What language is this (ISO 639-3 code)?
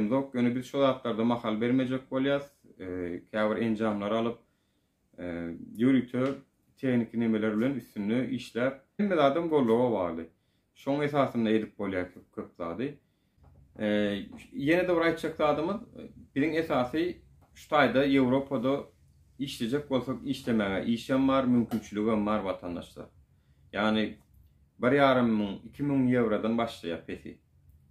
tuk